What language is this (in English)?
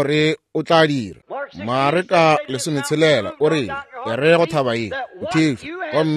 Northern Sotho